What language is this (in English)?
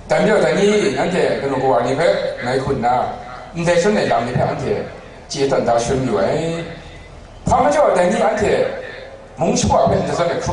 Kachin